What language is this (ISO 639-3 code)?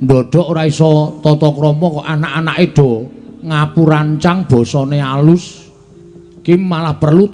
jav